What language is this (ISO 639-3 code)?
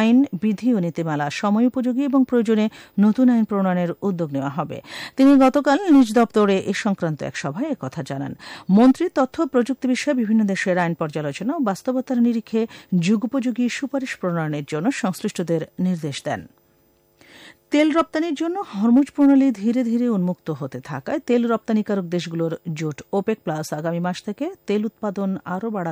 ben